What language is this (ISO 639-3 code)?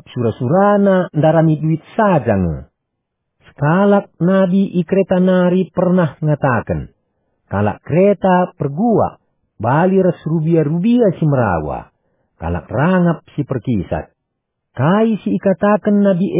btx